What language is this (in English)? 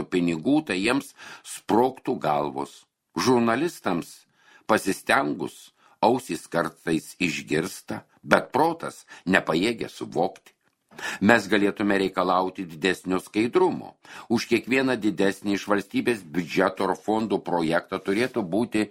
Lithuanian